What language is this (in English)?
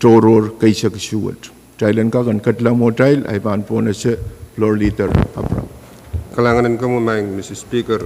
Pohnpeian